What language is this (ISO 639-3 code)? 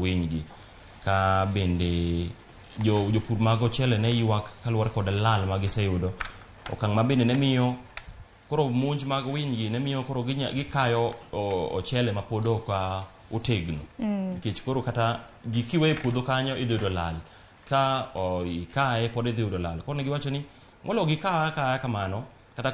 luo